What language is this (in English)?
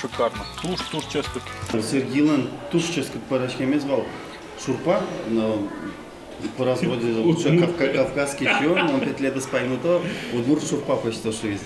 Udmurt